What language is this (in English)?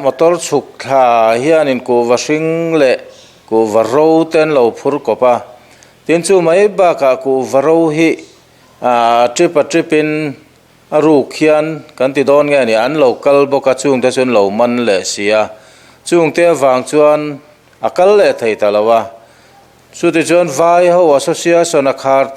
Mizo